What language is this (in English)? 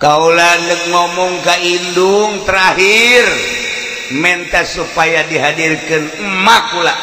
Sundanese